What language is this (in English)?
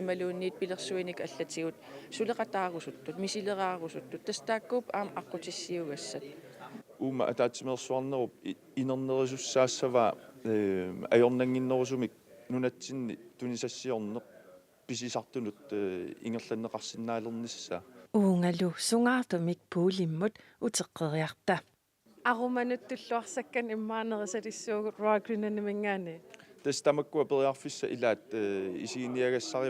Kalaallisut